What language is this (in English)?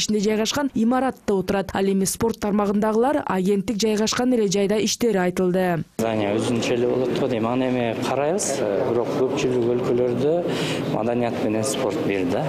Kyrgyz